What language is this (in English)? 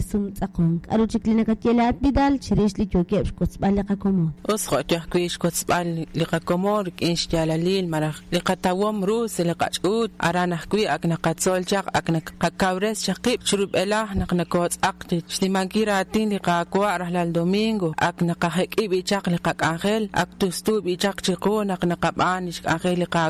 Kekchí